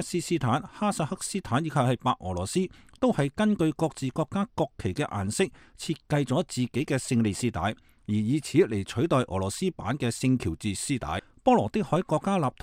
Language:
Cantonese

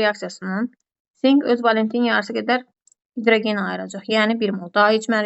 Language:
Azerbaijani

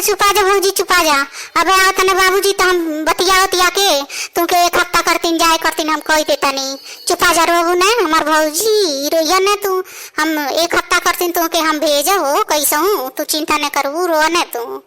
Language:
Bhojpuri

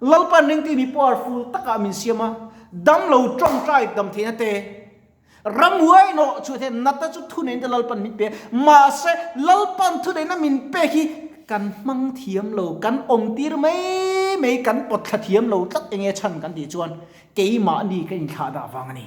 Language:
Mizo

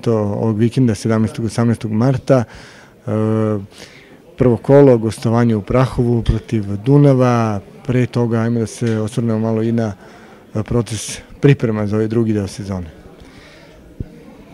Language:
Serbian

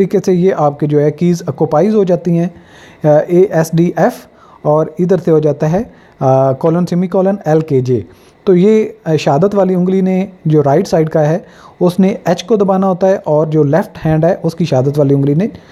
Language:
Hindi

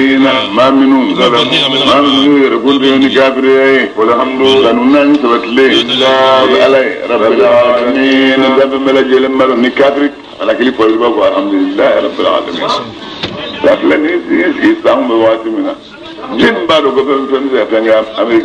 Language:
Bambara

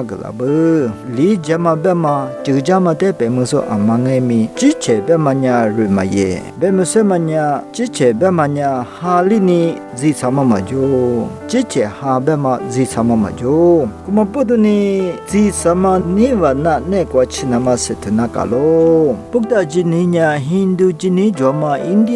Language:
Lisu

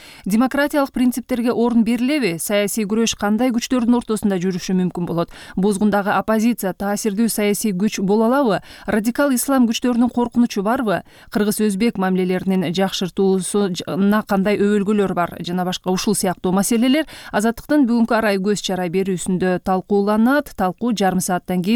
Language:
Kyrgyz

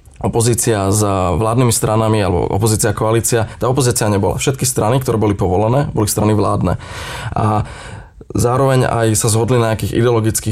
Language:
Slovak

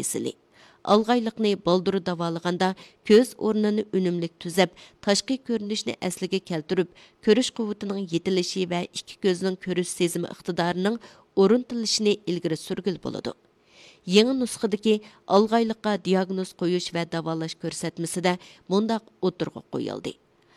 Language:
Uyghur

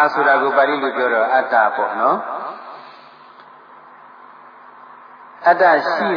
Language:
Burmese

